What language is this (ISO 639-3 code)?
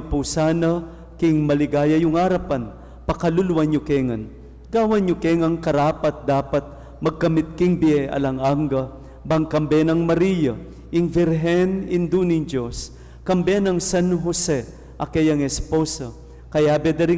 pam